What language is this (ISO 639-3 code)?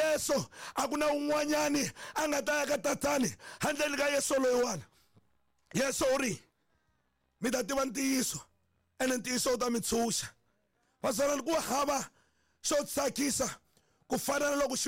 tso